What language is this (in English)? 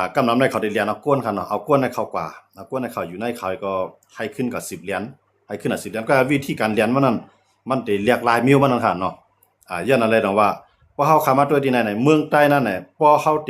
Shan